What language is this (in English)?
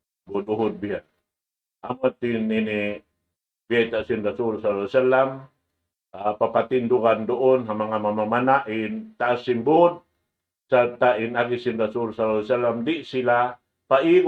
Tausug